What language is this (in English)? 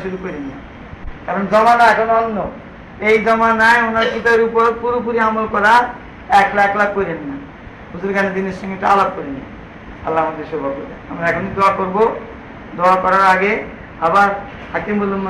Bangla